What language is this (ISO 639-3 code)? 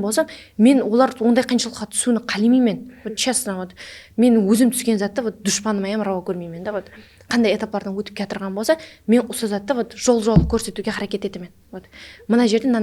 kaa